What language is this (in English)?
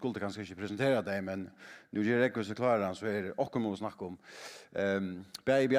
Faroese